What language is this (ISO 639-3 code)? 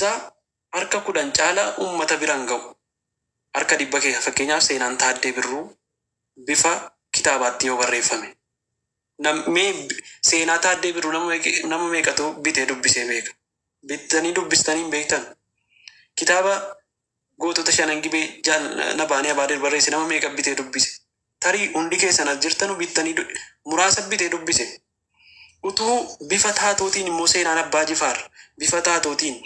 orm